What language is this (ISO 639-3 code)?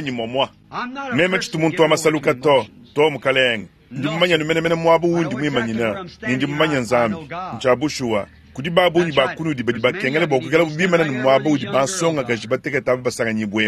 lua